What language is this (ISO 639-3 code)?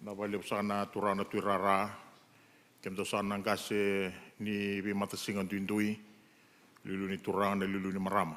fij